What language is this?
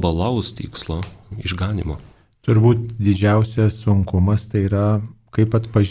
Lithuanian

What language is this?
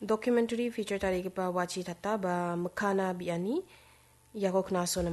Garo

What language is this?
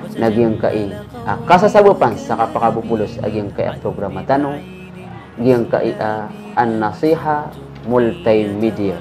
Maranao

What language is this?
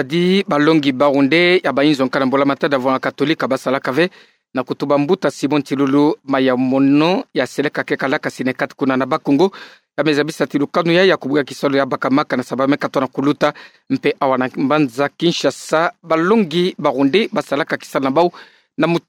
Kituba (Democratic Republic of Congo)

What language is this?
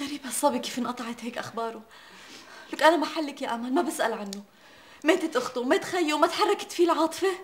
North Levantine Arabic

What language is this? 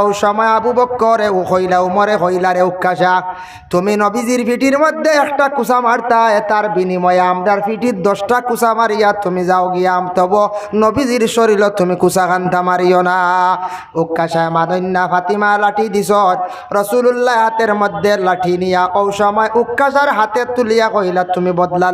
Sylheti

